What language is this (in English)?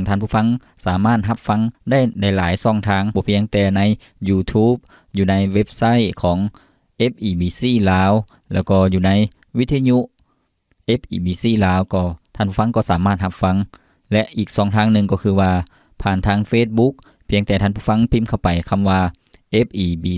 Lao